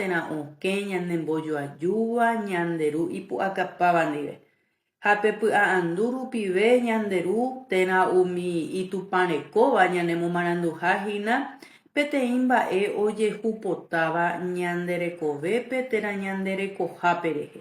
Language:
Guarani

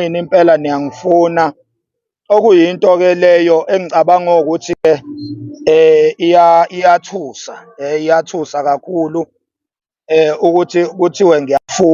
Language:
Zulu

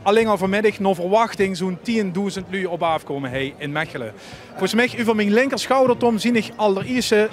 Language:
Limburgish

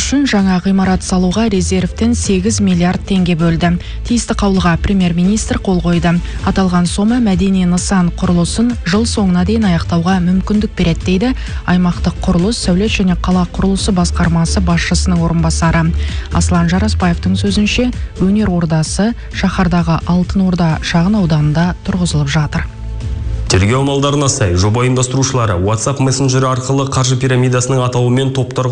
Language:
Kazakh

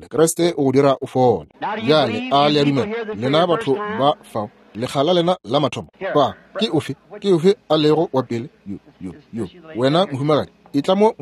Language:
Northern Sotho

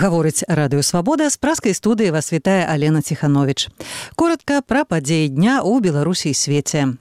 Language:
Belarusian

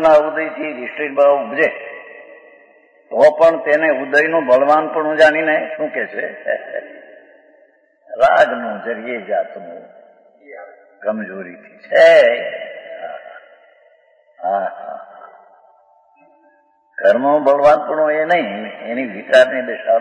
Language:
Gujarati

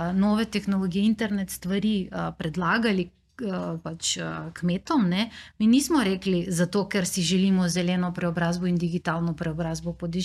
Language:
Slovenian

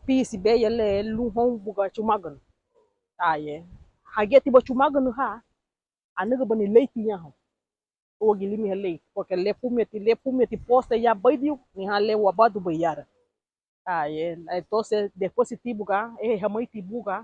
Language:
Garifuna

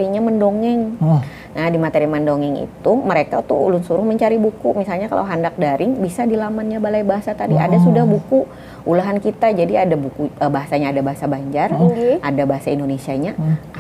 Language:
Banjar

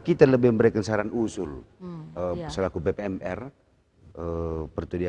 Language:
Batak Karo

